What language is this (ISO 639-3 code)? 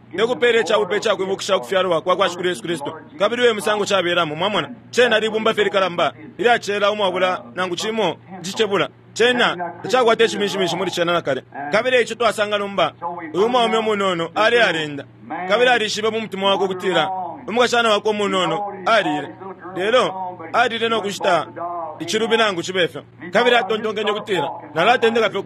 bem